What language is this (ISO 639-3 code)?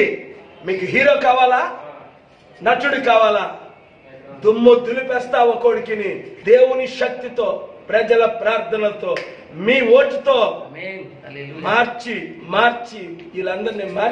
tel